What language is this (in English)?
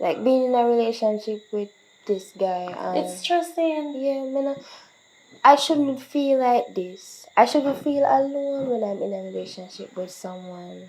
Jamaican Creole English